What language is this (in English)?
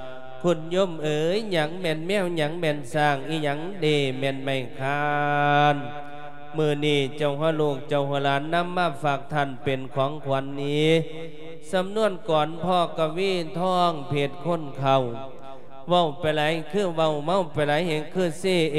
Lao